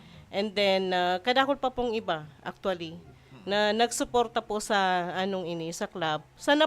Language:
Bikol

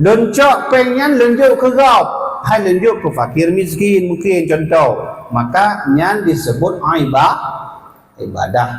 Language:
Achinese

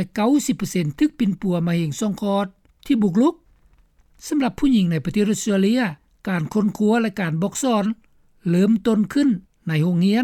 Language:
Lao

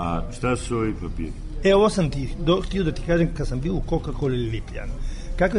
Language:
Serbian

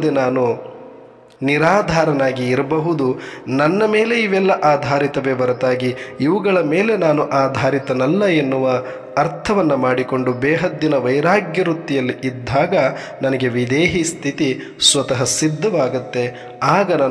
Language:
Kannada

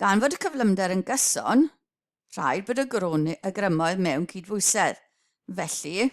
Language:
Welsh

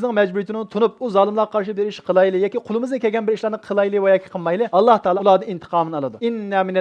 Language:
Uyghur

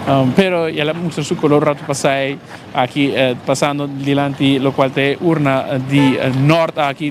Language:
Papiamento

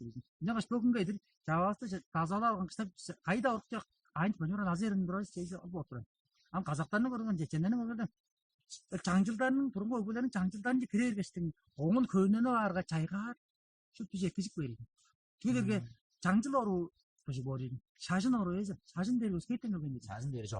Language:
Tuvinian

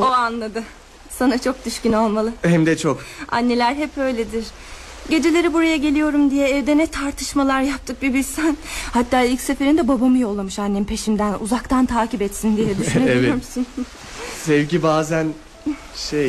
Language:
Turkish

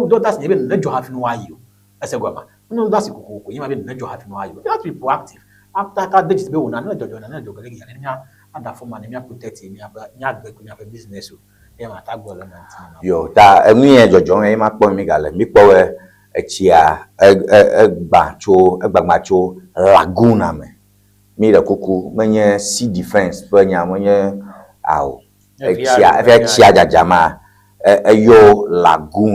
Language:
Ewe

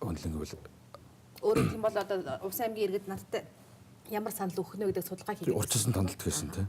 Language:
Mongolian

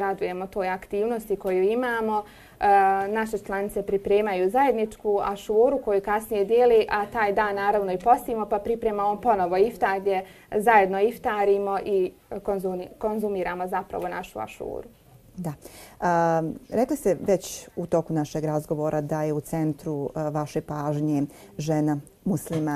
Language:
Bosnian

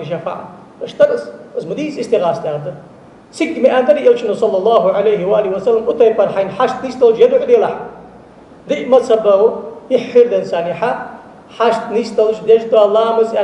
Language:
Ingush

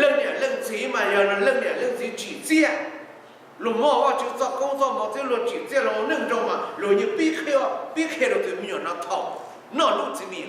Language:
Hmong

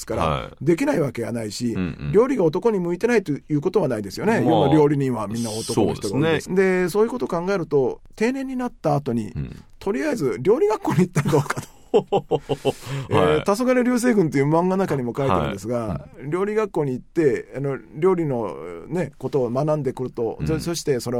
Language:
Japanese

